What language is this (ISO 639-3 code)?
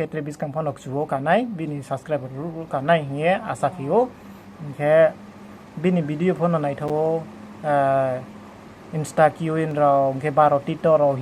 ria